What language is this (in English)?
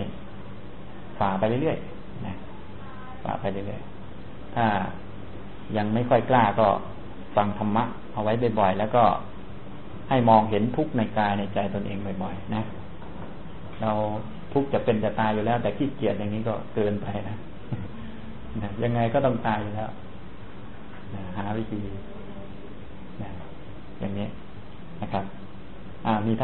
Thai